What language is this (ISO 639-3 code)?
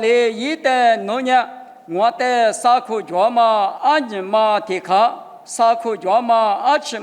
lis